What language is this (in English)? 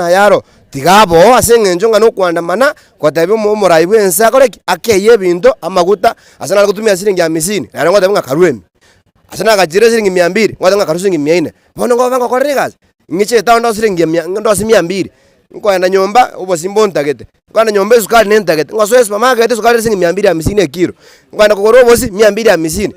Gusii